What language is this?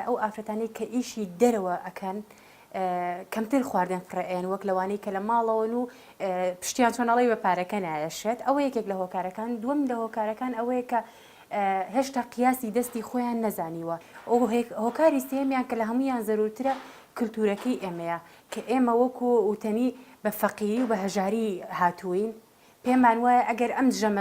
Central Kurdish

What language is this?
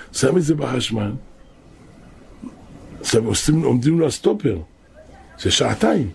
Hebrew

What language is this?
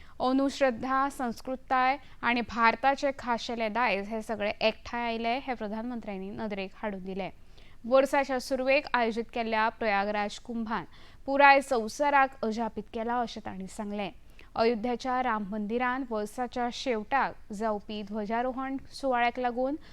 Konkani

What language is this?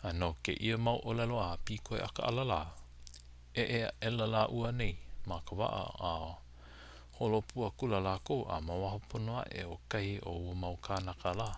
Hawaiian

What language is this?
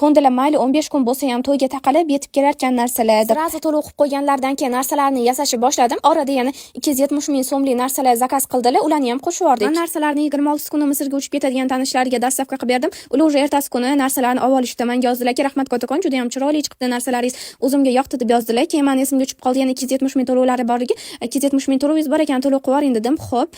Uzbek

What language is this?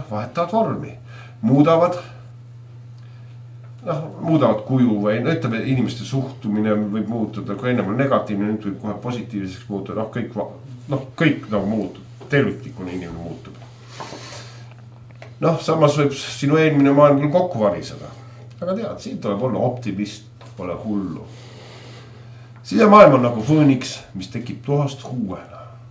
Estonian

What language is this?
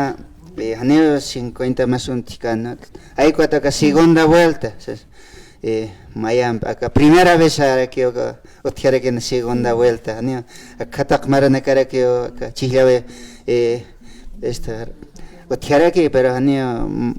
Aymara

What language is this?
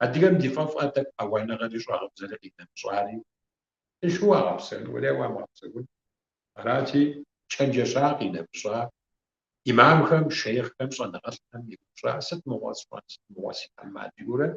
Kabardian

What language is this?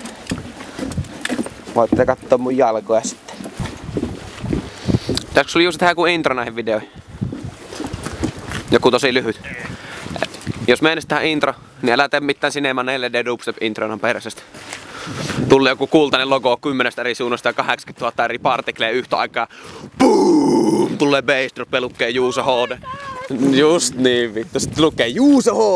Finnish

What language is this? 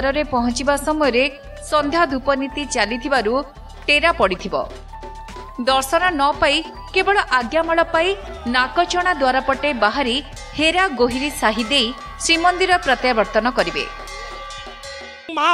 Odia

